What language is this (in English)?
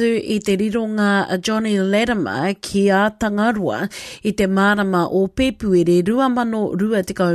Māori